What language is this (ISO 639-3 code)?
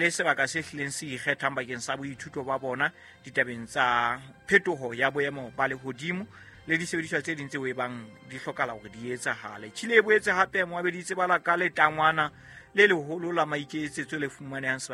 sot